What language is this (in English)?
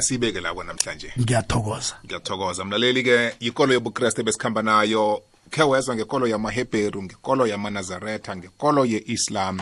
South Ndebele